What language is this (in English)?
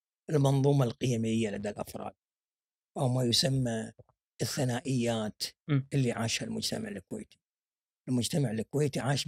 Gulf Arabic